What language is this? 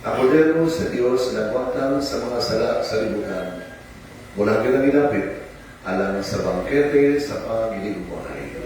Cebuano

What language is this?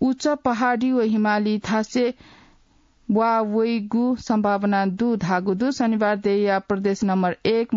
Newari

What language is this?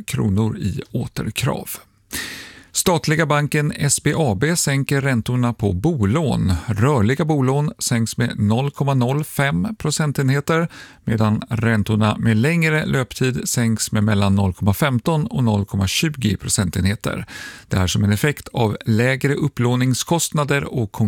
Swedish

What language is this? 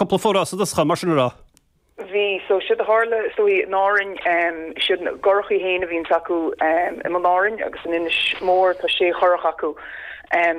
Irish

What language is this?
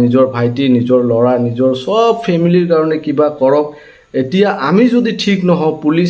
Assamese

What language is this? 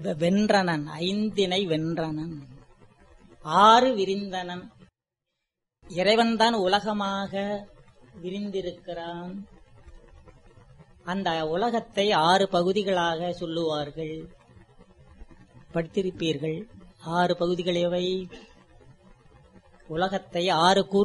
Tamil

